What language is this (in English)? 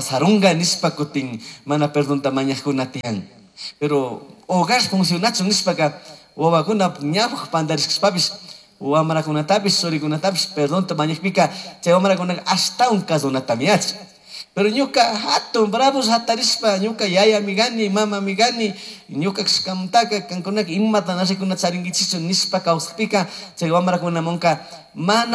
Chimborazo Highland Quichua